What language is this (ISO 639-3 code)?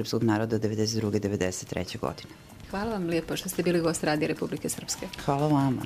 bos